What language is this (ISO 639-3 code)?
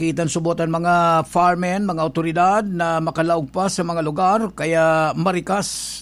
bik